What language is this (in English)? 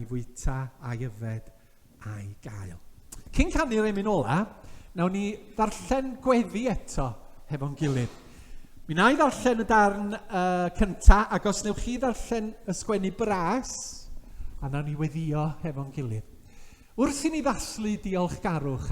Welsh